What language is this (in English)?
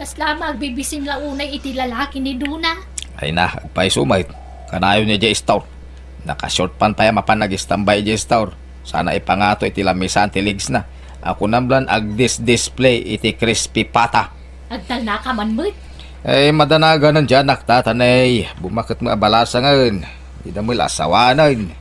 Iloko